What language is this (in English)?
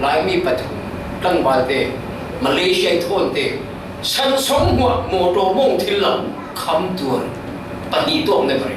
Falam Chin